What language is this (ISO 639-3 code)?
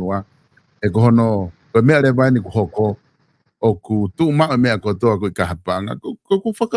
ton